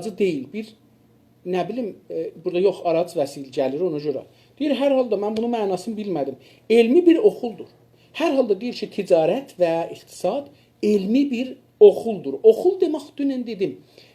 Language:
South Azerbaijani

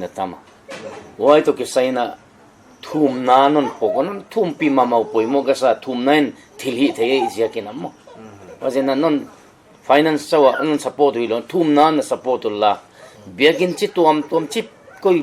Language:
Paite Chin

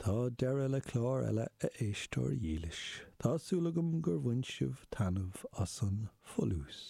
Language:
Irish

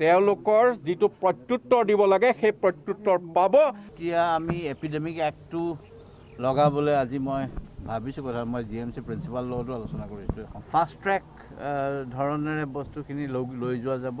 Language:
Assamese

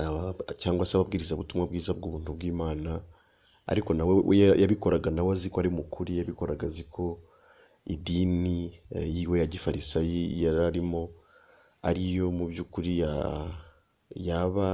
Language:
Kinyarwanda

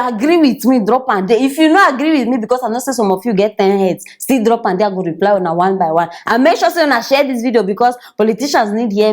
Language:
Nigerian Pidgin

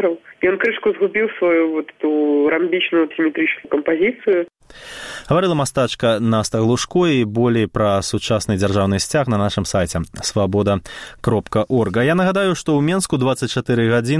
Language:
Belarusian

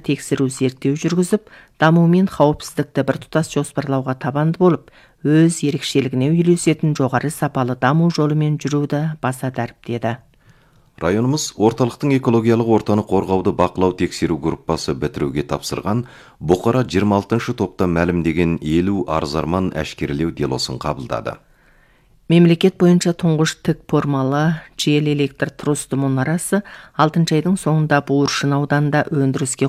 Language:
Kazakh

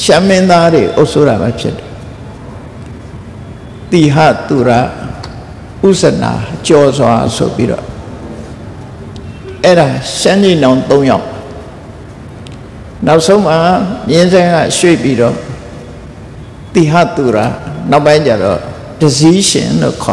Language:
Burmese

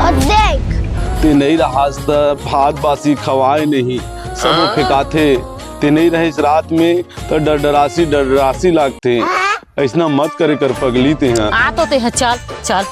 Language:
Chhattisgarhi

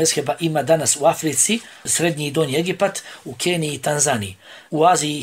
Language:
Bosnian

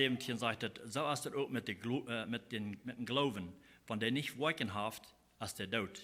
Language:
Plautdietsch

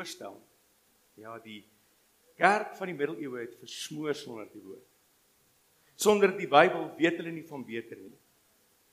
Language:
Afrikaans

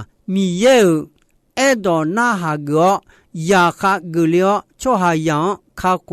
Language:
Akha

